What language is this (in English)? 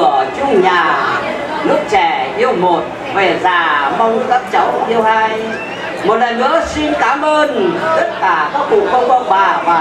Vietnamese